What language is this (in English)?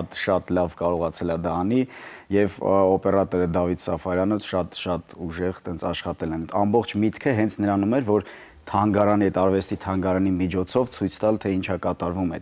Armenian